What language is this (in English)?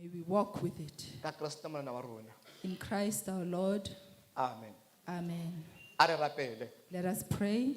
Southern Sotho